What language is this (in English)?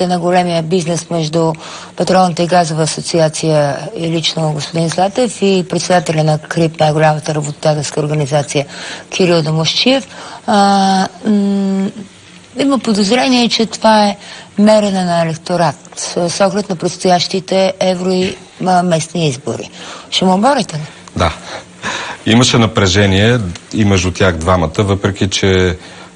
Bulgarian